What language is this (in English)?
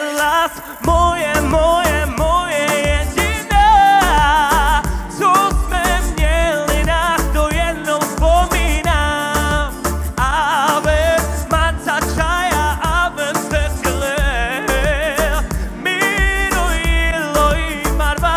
Czech